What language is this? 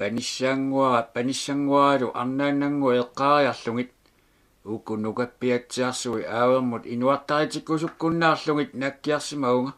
Kalaallisut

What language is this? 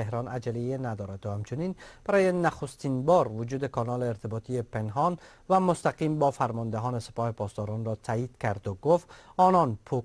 Persian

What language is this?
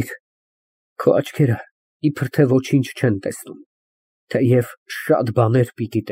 Armenian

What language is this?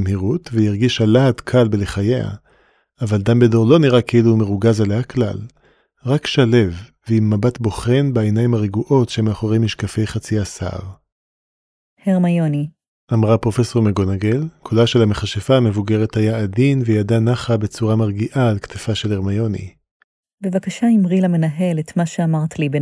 Hebrew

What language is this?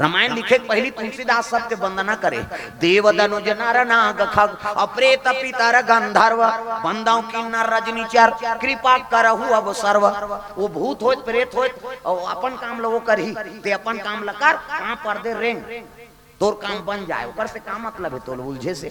Chhattisgarhi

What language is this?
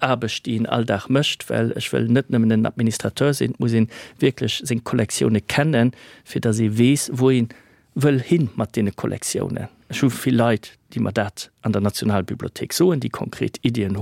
Luxembourgish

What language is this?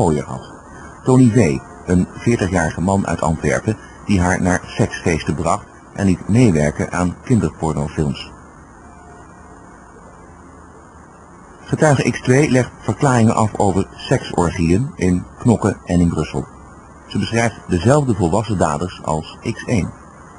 Dutch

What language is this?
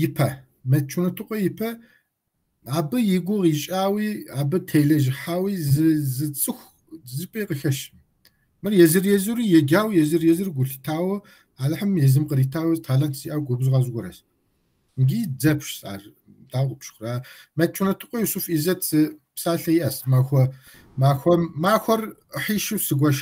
Kabardian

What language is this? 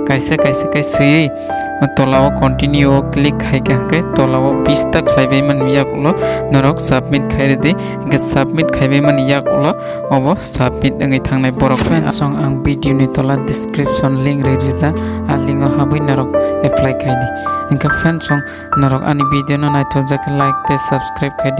Kok Borok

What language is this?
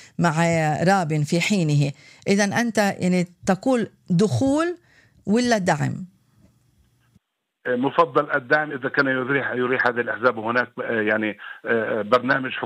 Arabic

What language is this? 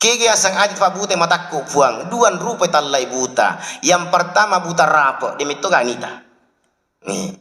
Buginese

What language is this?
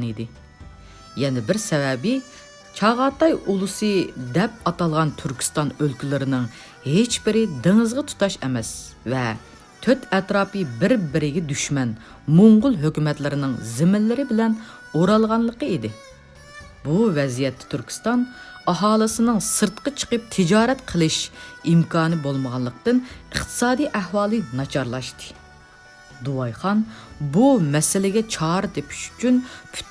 Uyghur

